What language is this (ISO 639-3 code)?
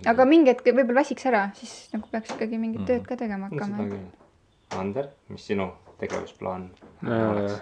est